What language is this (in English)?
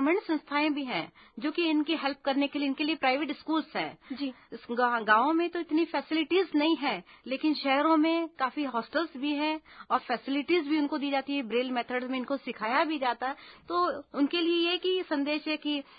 Hindi